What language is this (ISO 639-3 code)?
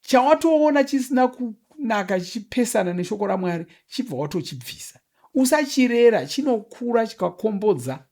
sna